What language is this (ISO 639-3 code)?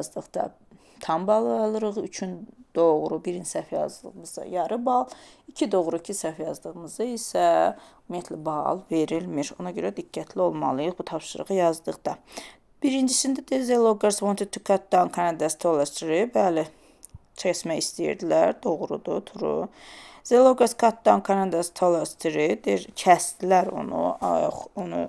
aze